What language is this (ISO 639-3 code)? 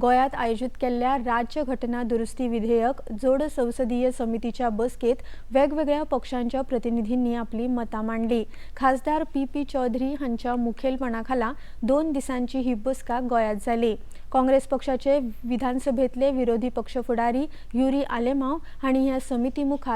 kok